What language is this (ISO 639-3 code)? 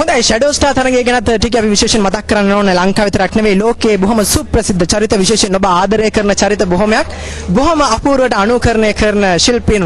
sin